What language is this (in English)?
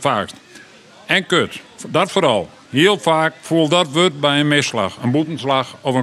Western Frisian